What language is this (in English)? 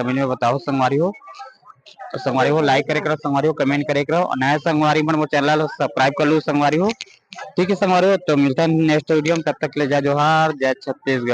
Chhattisgarhi